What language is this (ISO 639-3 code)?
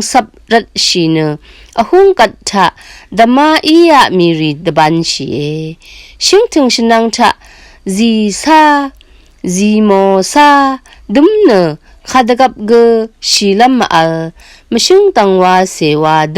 raw